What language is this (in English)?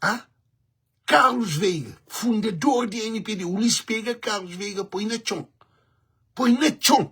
Kabuverdianu